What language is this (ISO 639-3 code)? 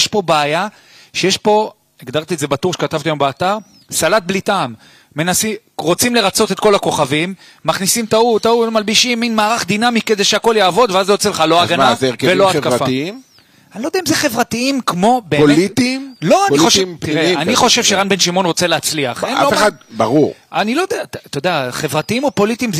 heb